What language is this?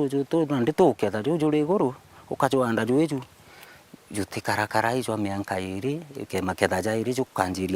Meru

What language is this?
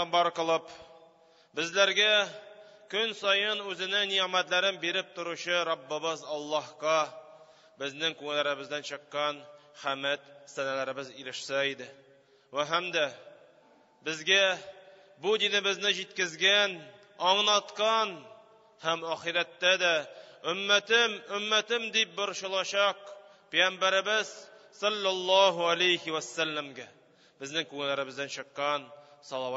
Tatar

